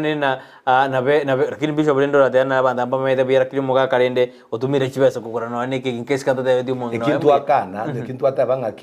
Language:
Gusii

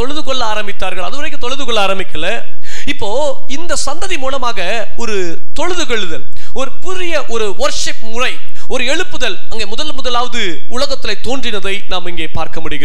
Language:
Tamil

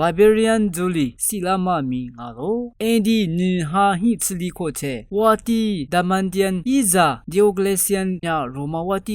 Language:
Lisu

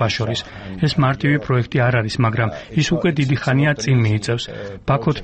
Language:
Georgian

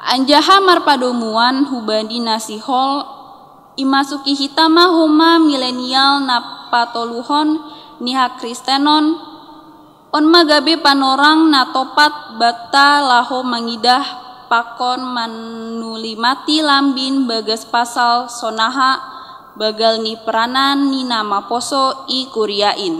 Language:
Batak Simalungun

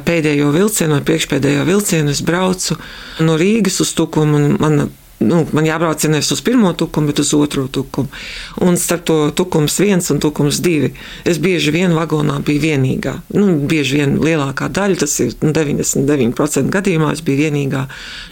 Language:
Latvian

